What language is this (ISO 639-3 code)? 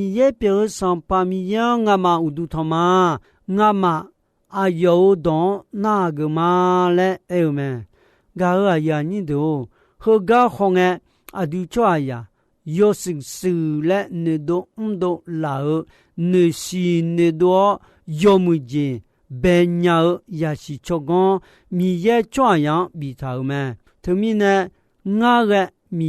ahk